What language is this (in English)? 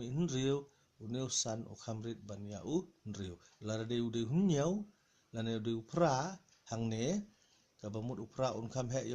Khasi